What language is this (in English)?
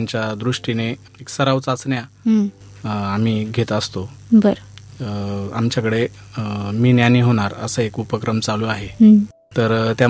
Marathi